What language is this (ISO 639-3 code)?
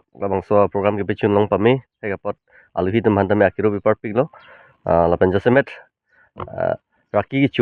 mjw